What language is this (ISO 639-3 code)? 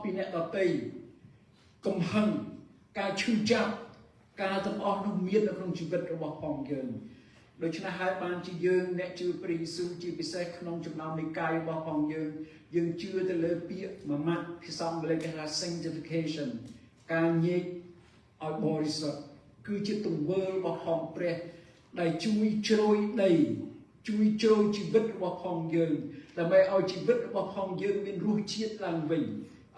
khm